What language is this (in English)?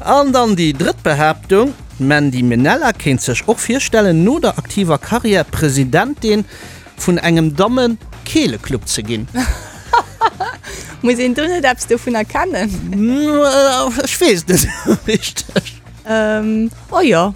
Luxembourgish